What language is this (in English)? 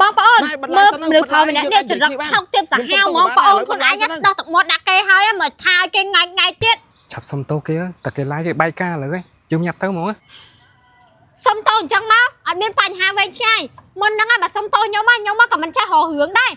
Khmer